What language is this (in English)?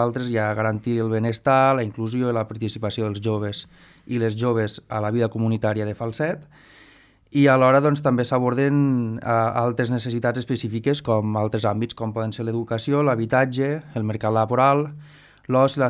Catalan